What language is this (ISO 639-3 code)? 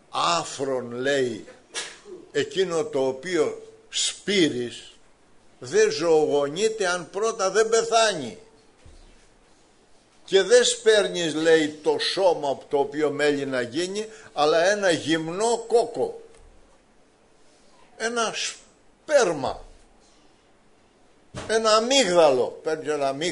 ell